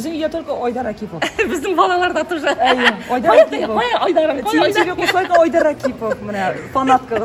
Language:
Tatar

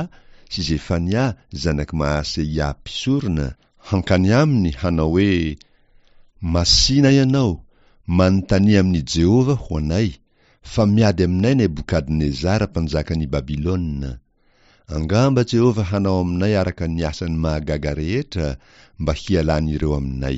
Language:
Malagasy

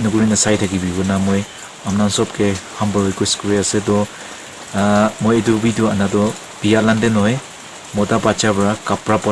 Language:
Naga Pidgin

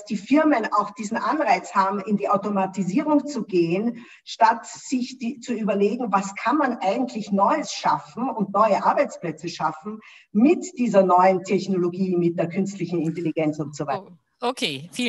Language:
German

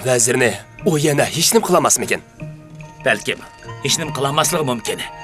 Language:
Uyghur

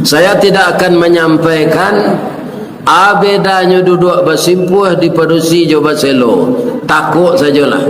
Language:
Minangkabau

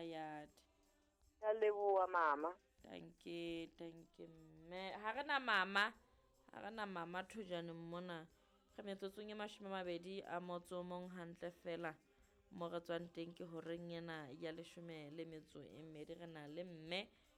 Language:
Southern Sotho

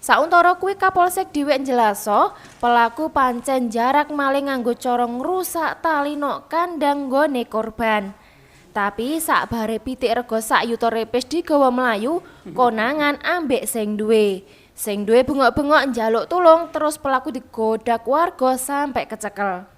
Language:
Javanese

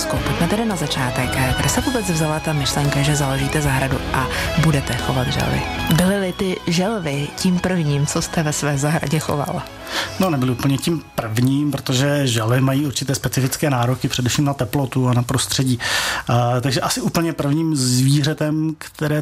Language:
Czech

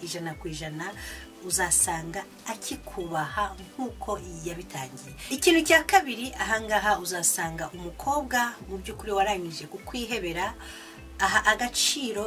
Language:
Kinyarwanda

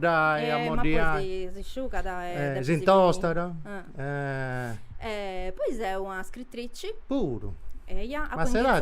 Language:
Sardinian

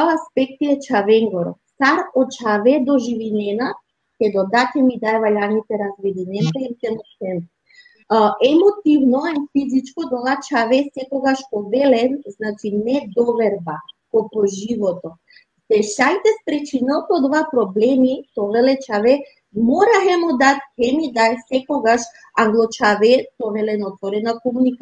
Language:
Balkan Romani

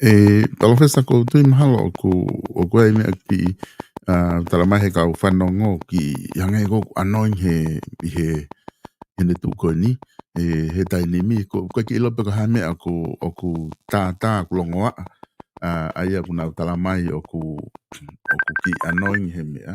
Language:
Tongan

